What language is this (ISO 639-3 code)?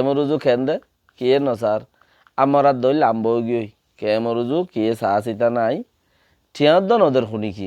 rhg